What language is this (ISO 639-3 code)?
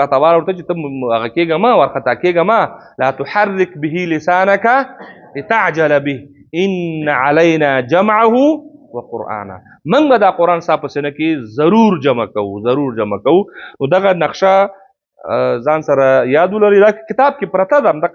pus